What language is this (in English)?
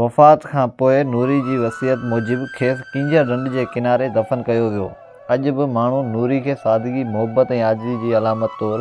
Sindhi